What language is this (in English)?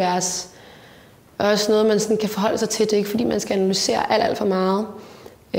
Danish